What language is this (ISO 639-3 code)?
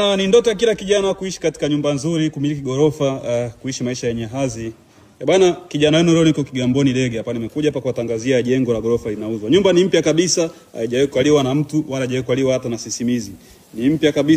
swa